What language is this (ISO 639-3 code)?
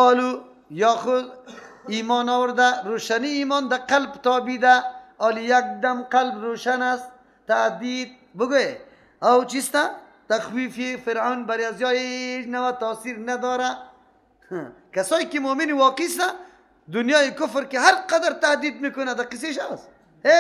fas